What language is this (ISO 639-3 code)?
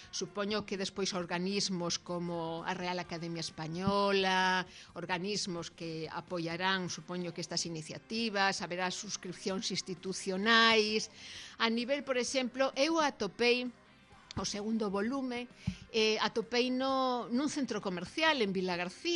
glg